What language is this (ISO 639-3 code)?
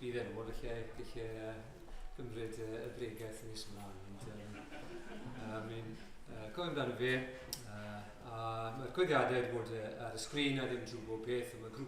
cym